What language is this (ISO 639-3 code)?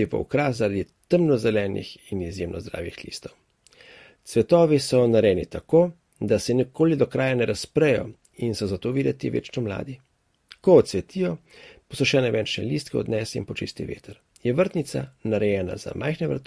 slv